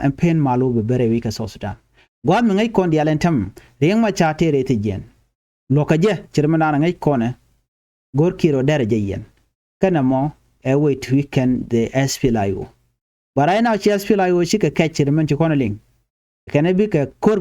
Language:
Nuer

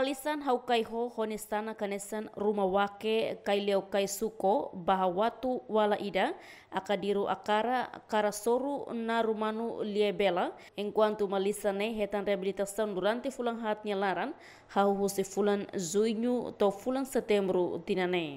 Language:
Tetum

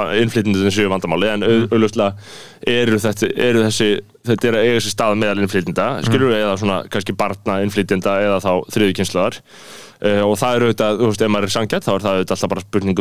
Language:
Icelandic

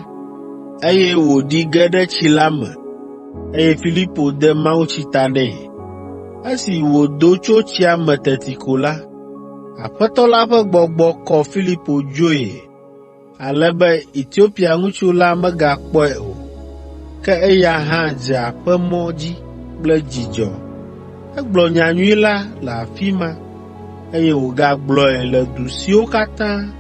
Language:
Ewe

